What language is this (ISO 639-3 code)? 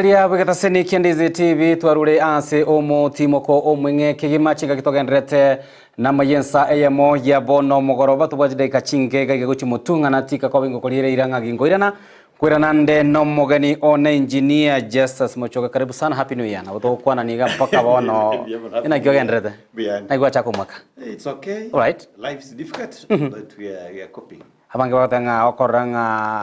guz